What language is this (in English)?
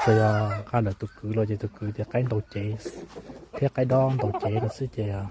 Hmong